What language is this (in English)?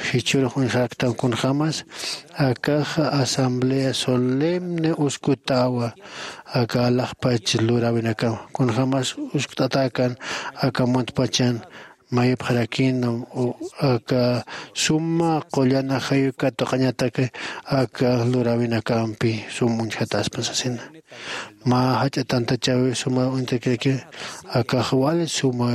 Aymara